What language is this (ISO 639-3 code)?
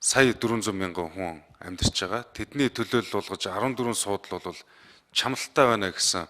mon